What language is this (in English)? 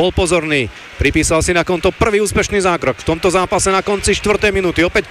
Slovak